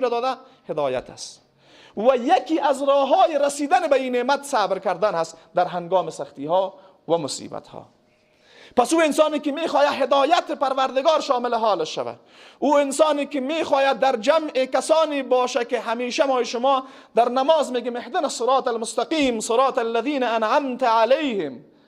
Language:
Persian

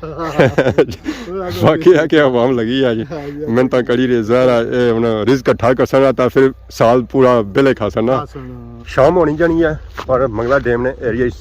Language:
Pahari-Potwari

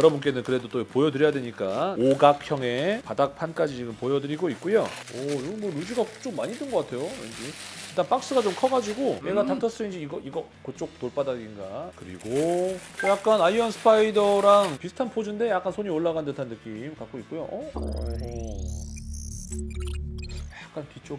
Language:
Korean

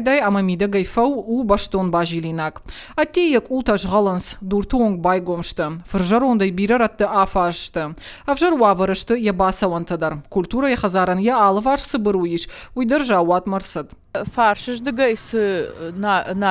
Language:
Ossetic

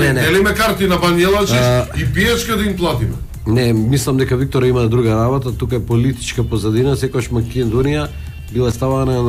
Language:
Macedonian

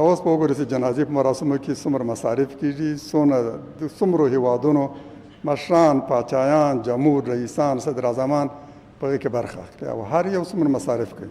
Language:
Pashto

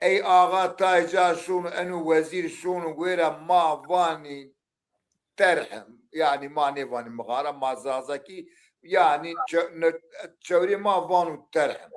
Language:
Zaza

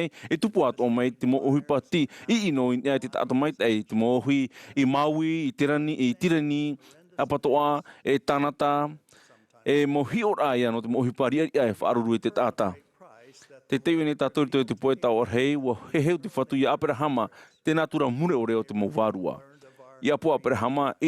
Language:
Tahitian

